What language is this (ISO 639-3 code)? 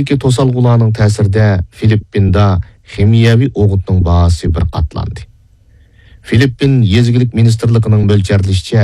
uig